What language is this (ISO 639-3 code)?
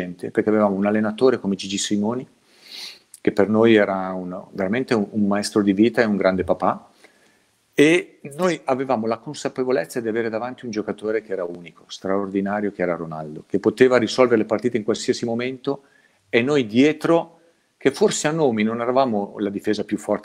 ita